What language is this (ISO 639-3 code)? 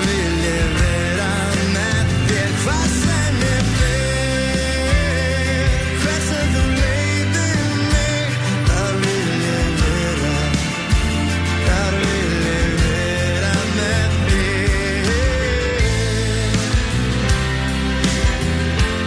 isl